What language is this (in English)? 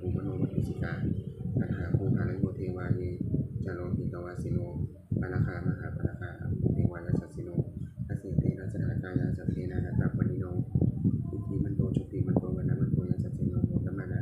Pali